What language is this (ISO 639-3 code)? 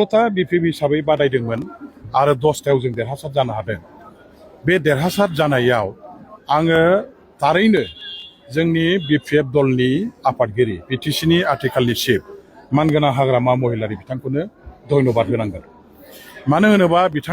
brx